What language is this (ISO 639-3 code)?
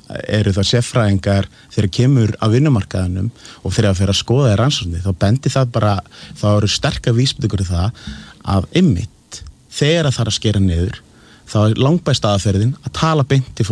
isl